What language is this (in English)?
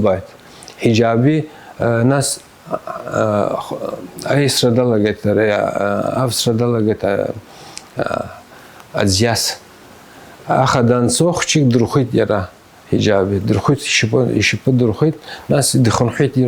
Abkhazian